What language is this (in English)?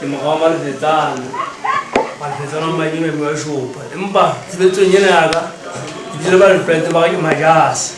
Southern Sotho